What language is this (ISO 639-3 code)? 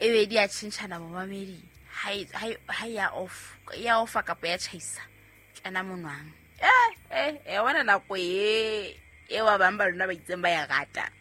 sot